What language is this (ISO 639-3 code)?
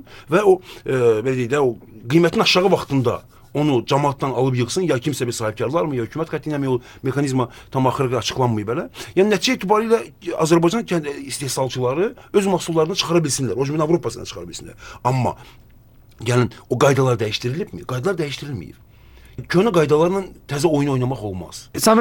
aze